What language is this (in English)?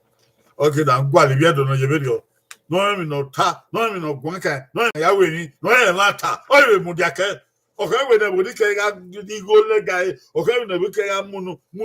Bini